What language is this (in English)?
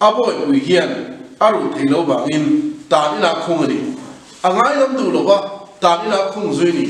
Mizo